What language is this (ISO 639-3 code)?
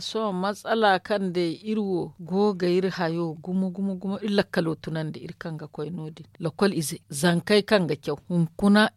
dje